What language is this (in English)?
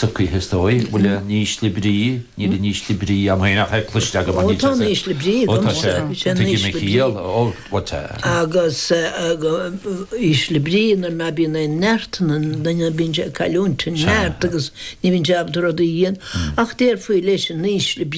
Irish